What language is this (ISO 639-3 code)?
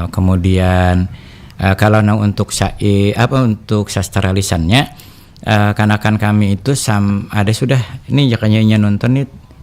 bjn